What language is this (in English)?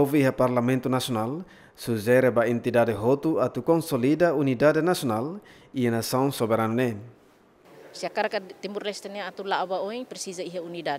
Tetum